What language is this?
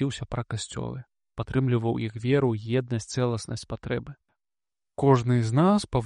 Belarusian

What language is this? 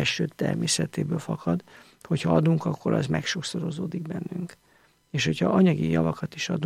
Hungarian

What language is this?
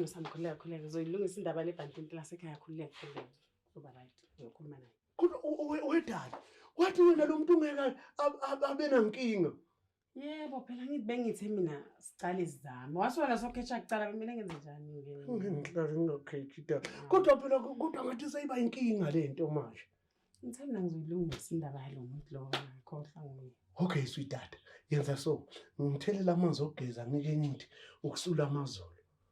Zulu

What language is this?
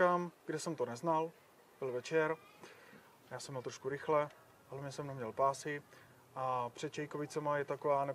Czech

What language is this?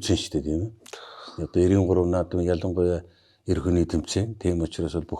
Mongolian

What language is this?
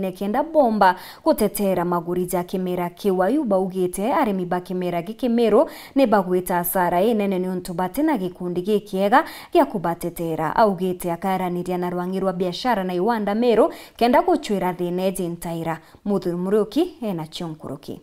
Meru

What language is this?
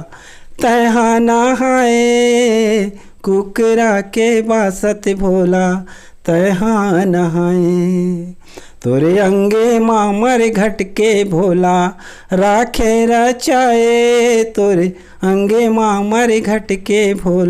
Chhattisgarhi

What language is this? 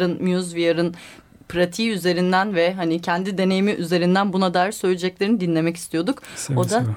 Turkish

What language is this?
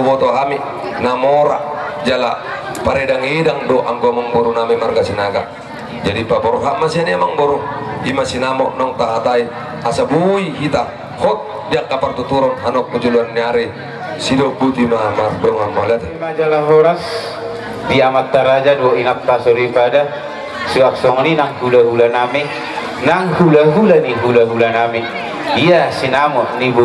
Batak Toba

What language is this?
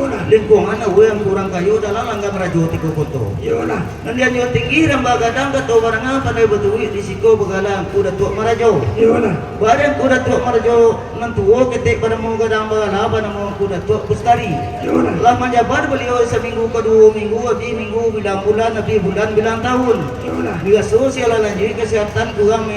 Minangkabau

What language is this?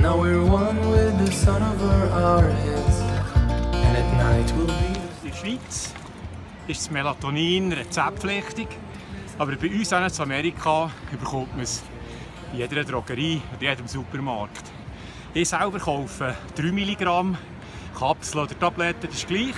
Swiss German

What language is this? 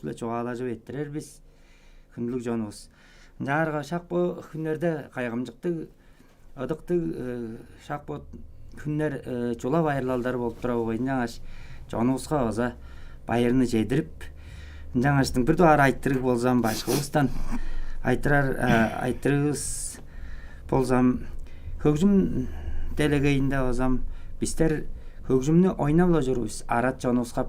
Tuvinian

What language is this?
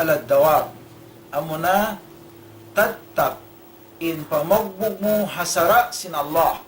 Tausug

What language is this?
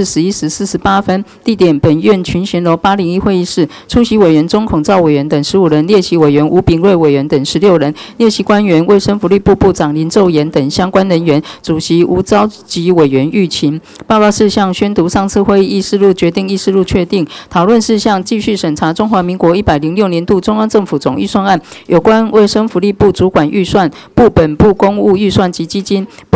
Chinese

